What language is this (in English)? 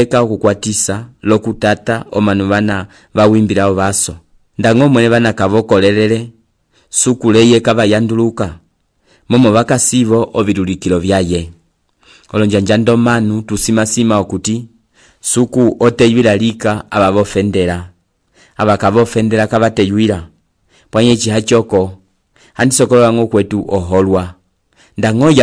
Umbundu